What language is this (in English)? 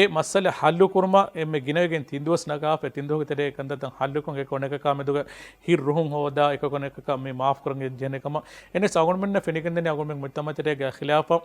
Divehi